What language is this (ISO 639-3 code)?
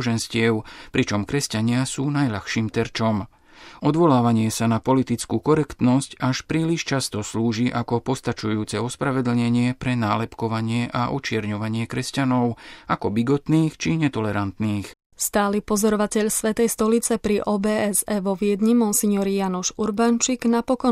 slk